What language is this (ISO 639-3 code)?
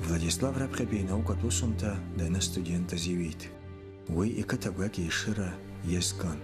abk